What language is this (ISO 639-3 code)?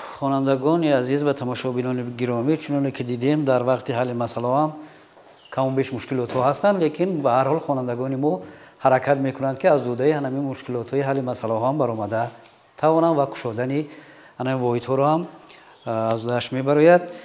tgk